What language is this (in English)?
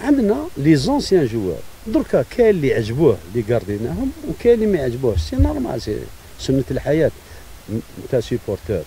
Algerian Arabic